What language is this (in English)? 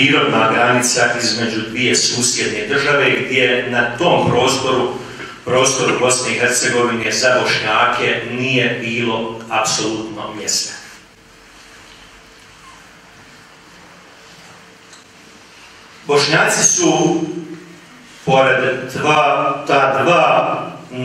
Bosnian